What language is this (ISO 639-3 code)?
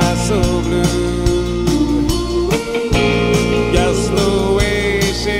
swe